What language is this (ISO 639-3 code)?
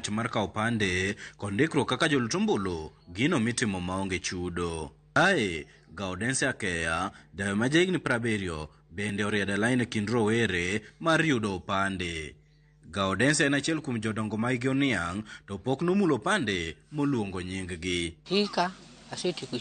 luo